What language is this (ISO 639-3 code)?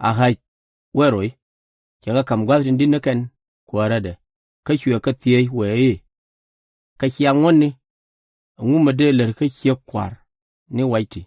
nus